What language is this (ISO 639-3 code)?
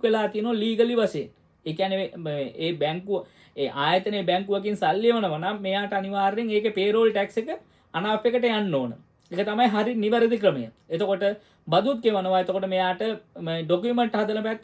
sin